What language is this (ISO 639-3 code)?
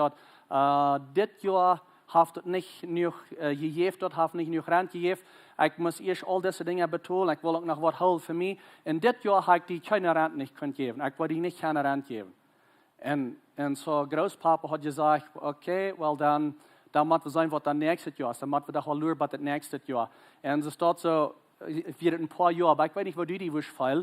pdt